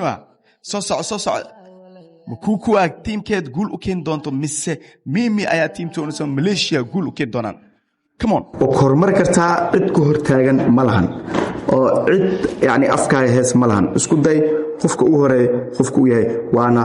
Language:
Somali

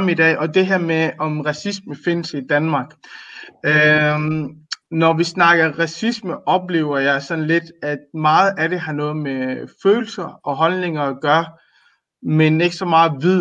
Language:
Danish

